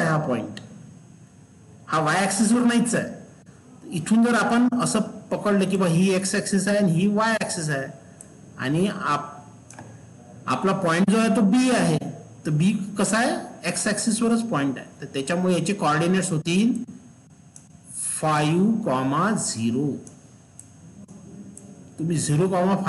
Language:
Marathi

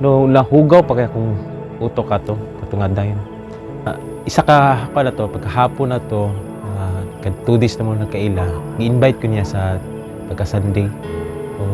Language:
Cebuano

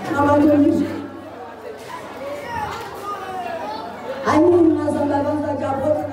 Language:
Swahili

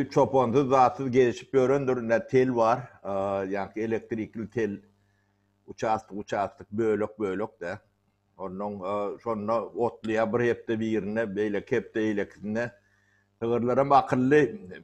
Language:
Turkmen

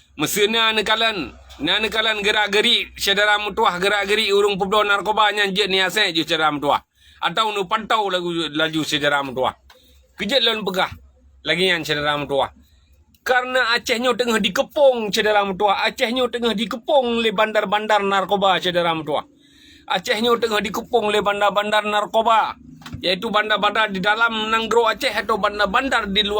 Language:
Achinese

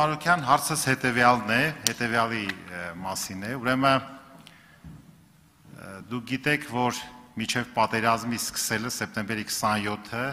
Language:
Armenian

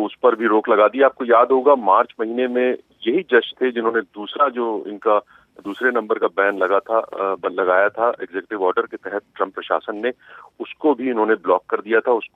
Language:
Hindi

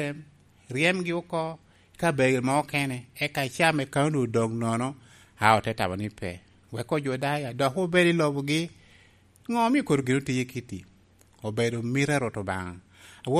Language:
Lango (Uganda)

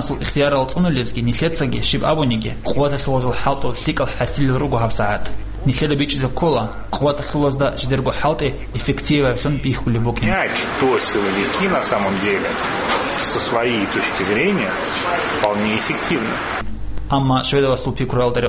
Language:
Avaric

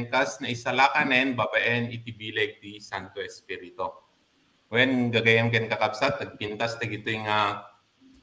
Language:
Iloko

